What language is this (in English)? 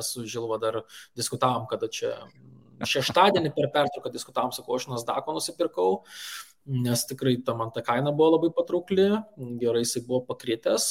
Lithuanian